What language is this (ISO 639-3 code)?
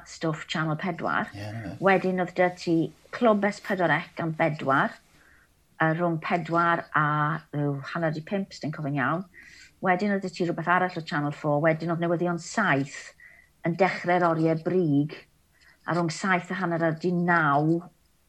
cym